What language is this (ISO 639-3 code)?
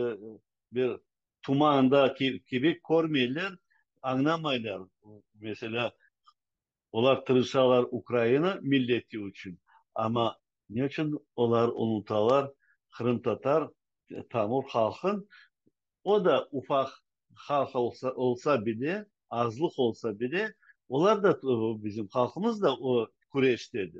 crh